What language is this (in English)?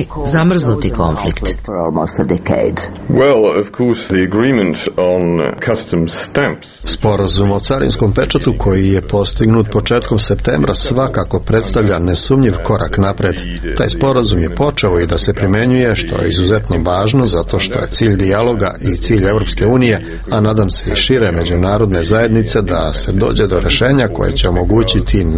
Serbian